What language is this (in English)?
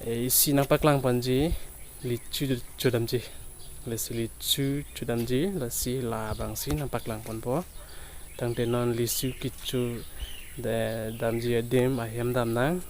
Karbi